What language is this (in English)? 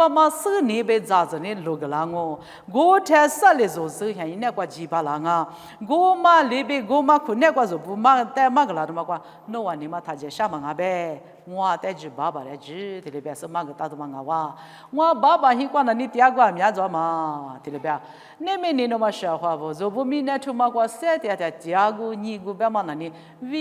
Lisu